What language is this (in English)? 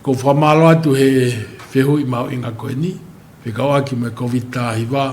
Tongan